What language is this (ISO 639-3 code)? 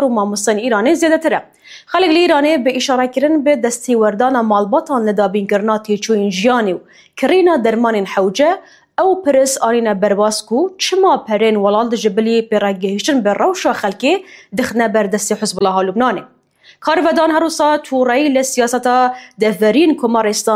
kur